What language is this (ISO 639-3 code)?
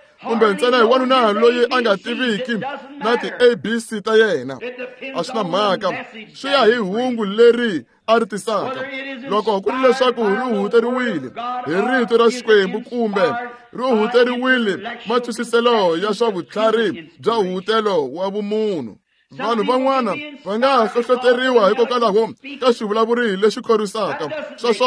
tso